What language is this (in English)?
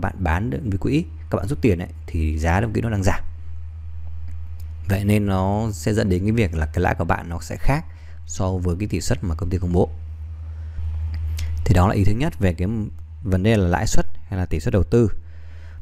Vietnamese